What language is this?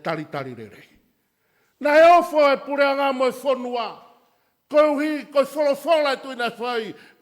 Tongan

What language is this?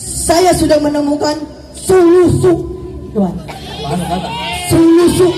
Betawi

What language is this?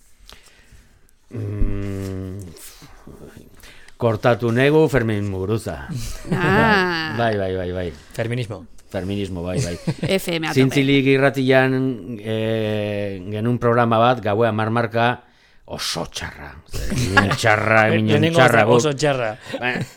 Basque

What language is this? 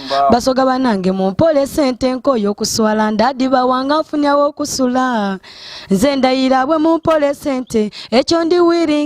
Soga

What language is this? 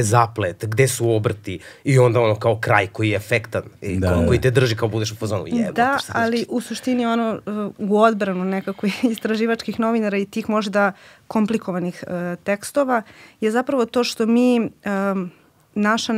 Serbian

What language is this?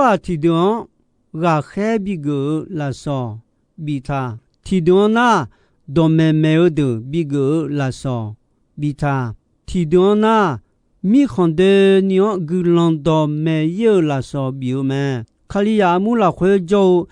Akha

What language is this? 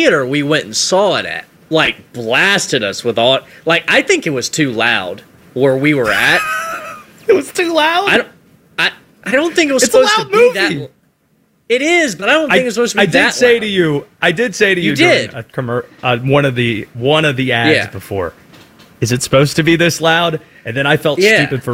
English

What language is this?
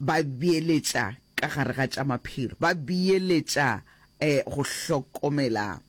Northern Sotho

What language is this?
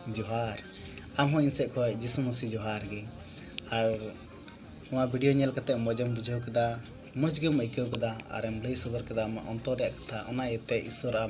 Santali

